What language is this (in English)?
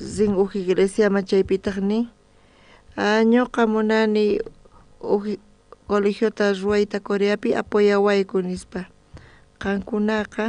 South Bolivian Quechua